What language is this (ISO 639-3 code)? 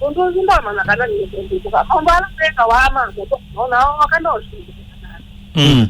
kam